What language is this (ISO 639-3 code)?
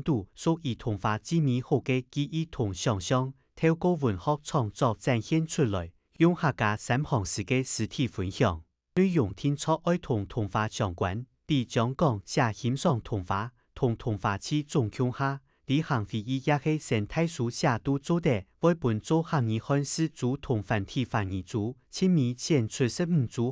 hak